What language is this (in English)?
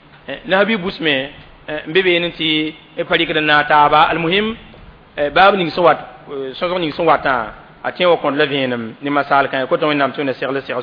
Mossi